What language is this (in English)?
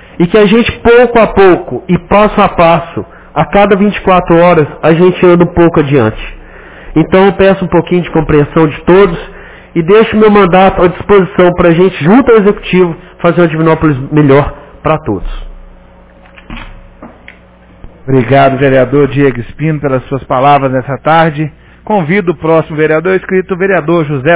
Portuguese